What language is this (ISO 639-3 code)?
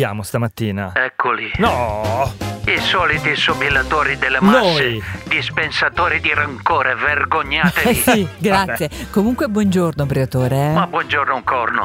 ita